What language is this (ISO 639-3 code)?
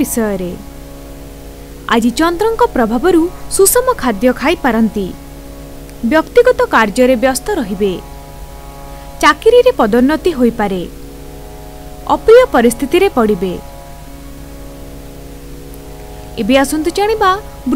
ori